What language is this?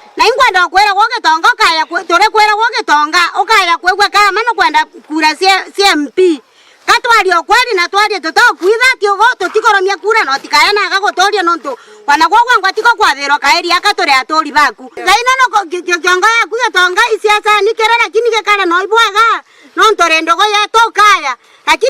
Meru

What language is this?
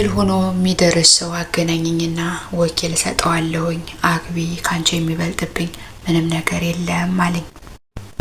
Amharic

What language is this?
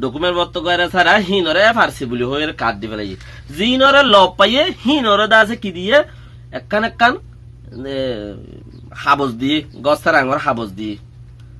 Rohingya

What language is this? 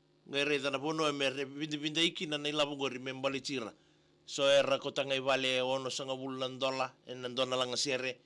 Fijian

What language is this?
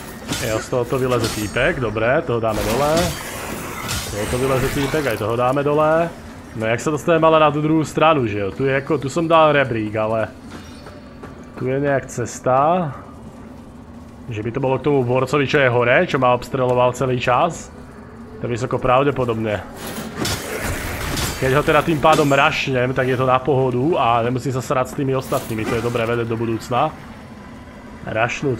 Slovak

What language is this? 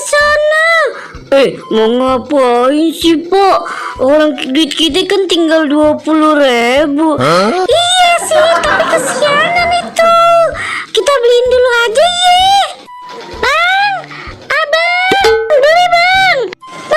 Betawi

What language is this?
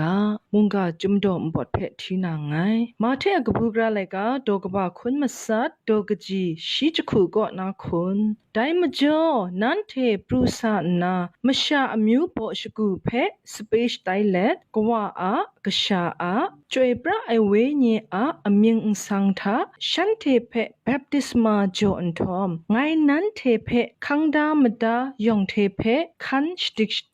Kachin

